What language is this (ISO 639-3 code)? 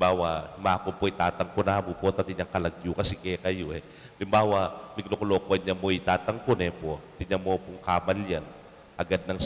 pam